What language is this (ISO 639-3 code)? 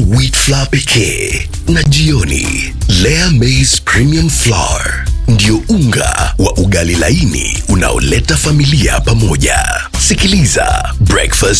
swa